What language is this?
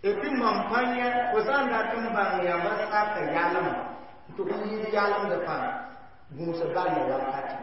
Mossi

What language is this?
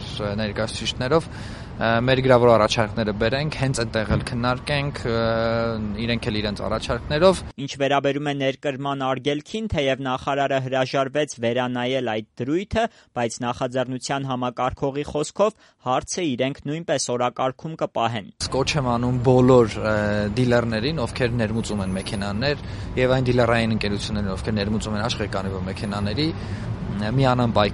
Armenian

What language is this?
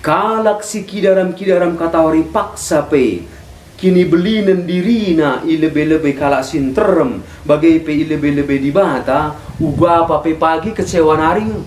Batak Karo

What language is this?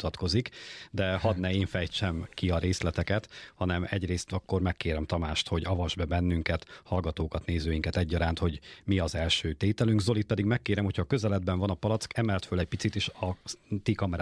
Hungarian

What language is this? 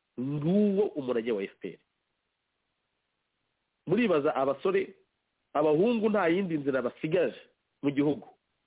Kinyarwanda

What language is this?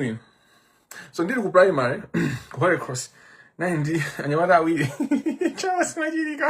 Nyanja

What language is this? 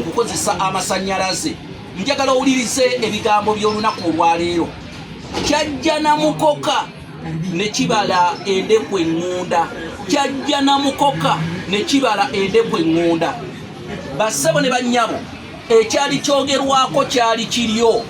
Ganda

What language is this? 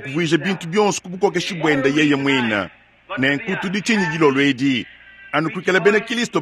Luba-Lulua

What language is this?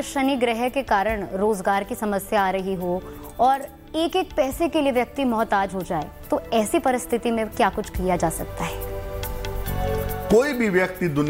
Hindi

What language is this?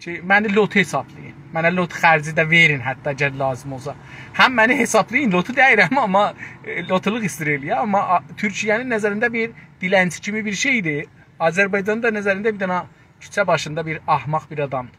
South Azerbaijani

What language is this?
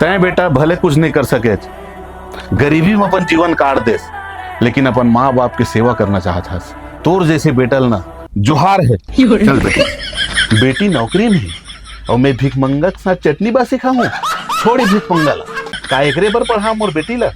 Chhattisgarhi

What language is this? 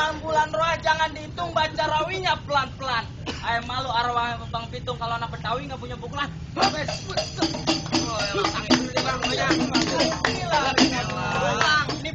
Betawi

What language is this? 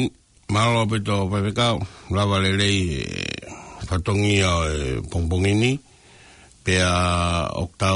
Tongan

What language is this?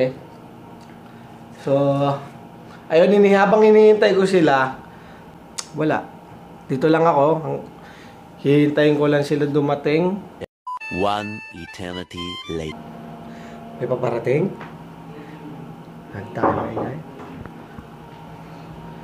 Filipino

